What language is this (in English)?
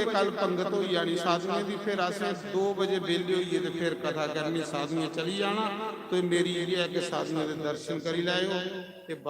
Dogri